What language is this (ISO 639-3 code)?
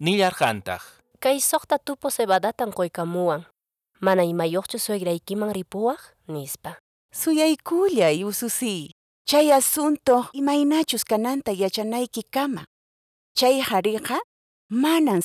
que